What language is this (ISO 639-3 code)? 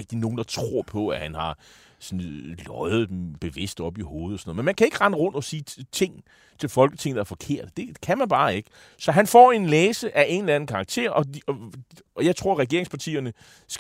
dan